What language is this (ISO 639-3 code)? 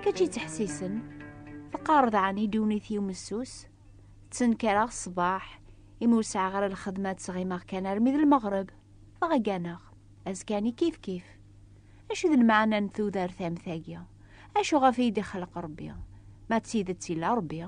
kab